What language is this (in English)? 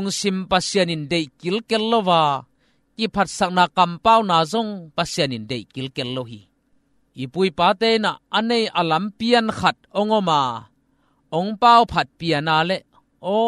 Tedim Chin